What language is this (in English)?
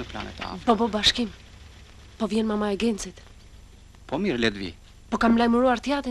Albanian